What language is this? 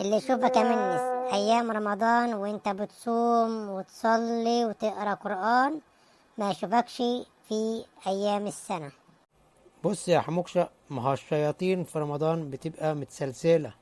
Egyptian Arabic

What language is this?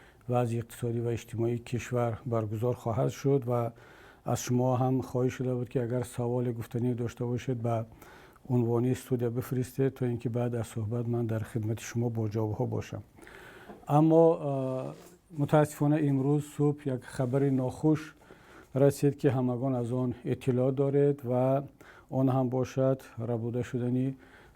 Tajik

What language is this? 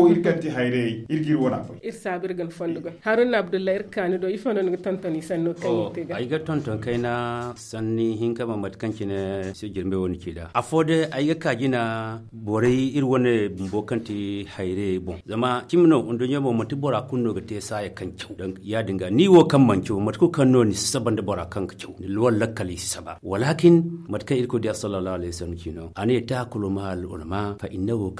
Zarma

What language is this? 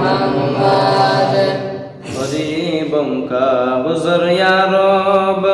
Sylheti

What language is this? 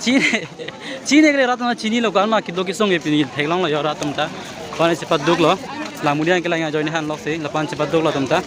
Karbi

